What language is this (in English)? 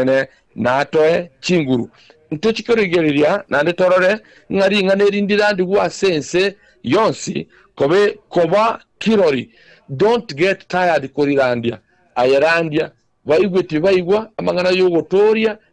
Gusii